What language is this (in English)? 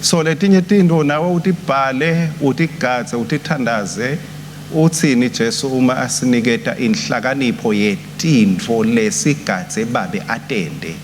Swati